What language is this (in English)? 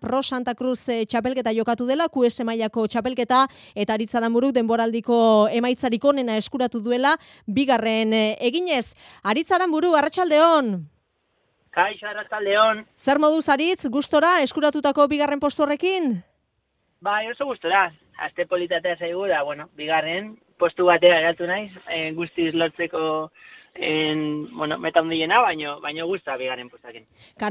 Basque